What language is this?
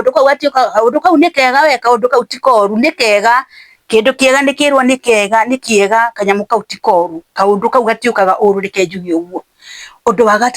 Kikuyu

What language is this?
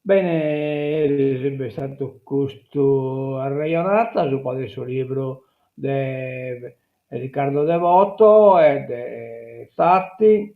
Sardinian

